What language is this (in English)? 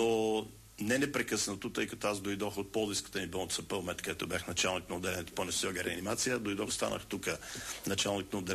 Bulgarian